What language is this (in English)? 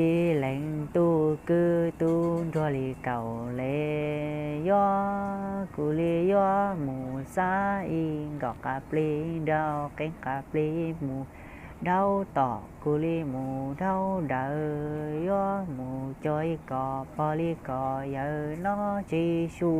Hmong